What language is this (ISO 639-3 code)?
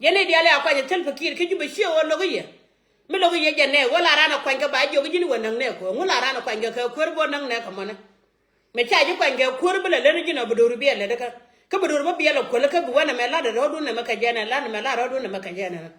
nus